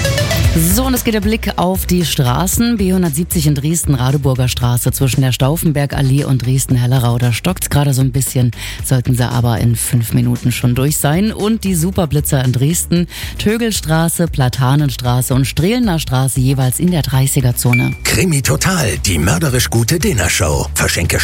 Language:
German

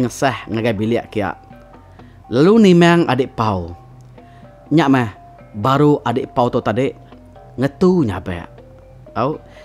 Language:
Iban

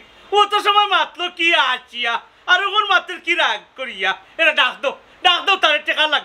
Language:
Sylheti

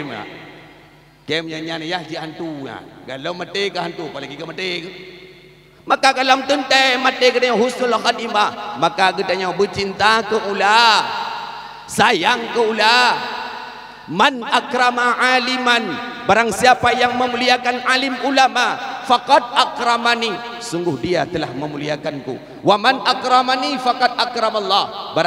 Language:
Achinese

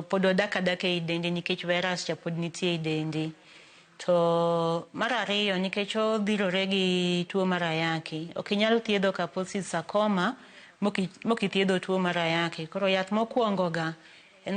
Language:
Luo (Kenya and Tanzania)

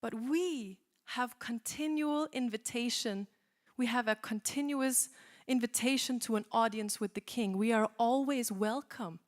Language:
English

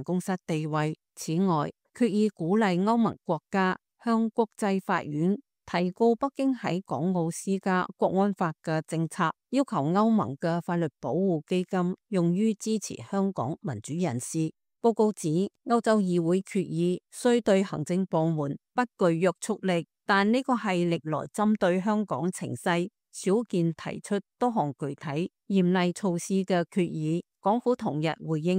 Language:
Cantonese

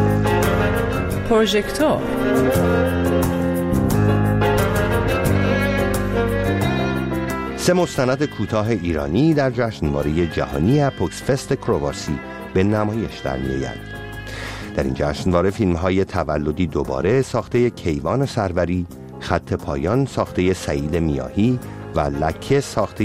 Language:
Persian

